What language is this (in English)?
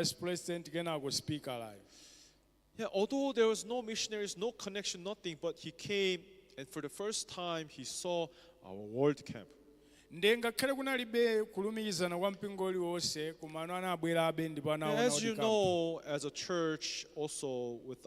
Nyanja